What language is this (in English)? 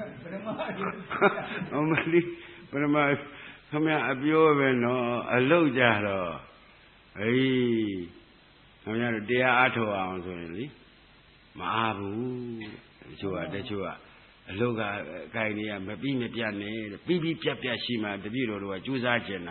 Burmese